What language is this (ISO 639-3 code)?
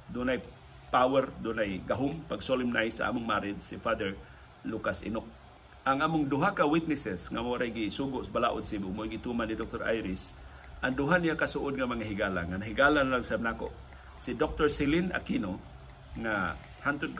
ceb